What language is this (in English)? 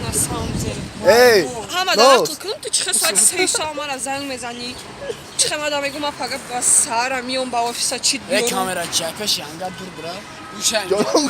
Tajik